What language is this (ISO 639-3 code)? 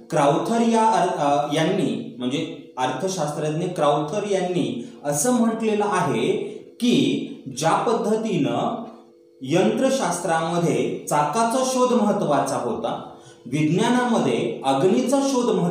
mar